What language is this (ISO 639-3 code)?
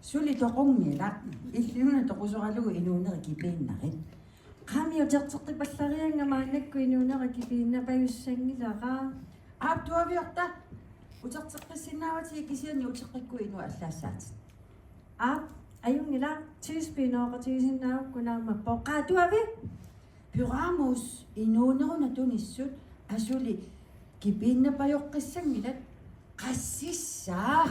kal